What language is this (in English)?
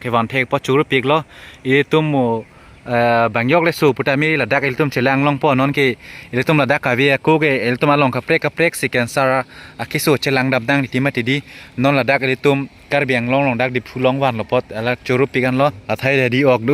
Karbi